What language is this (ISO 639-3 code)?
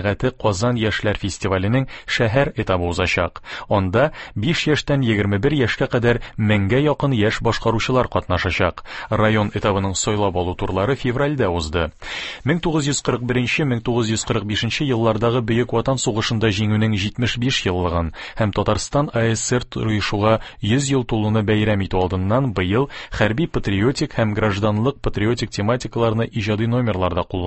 tat